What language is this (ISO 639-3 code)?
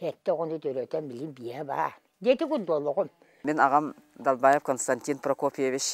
sah